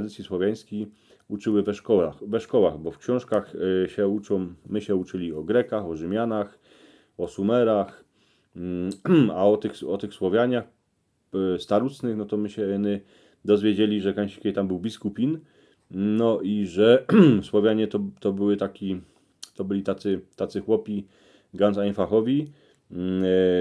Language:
Silesian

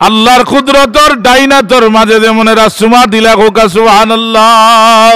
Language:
Sylheti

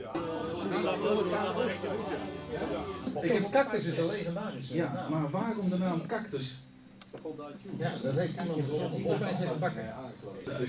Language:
Dutch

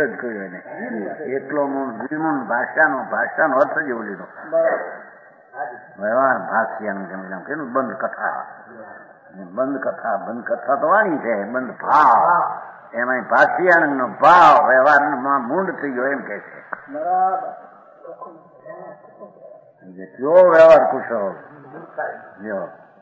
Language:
Gujarati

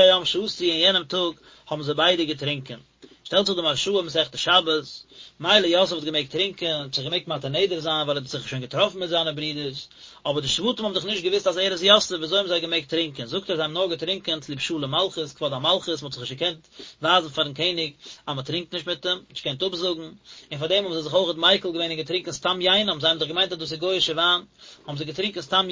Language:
Yiddish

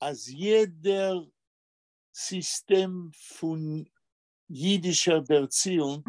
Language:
Yiddish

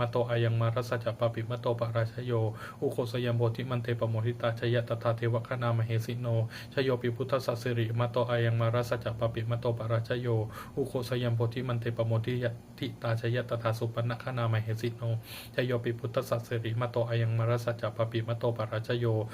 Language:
Pali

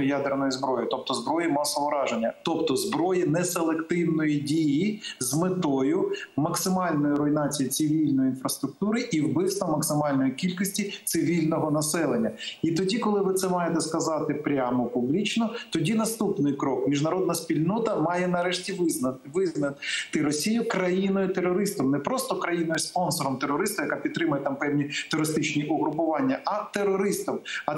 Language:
Ukrainian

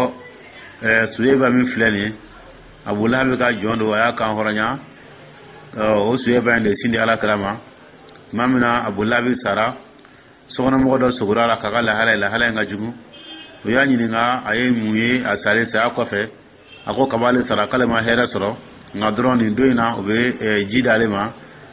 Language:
Dyula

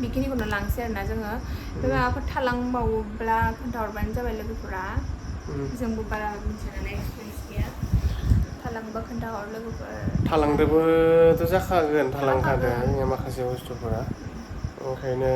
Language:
Bodo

